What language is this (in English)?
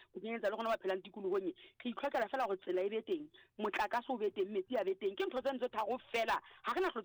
Southern Sotho